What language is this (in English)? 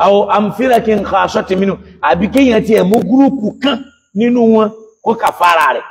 Yoruba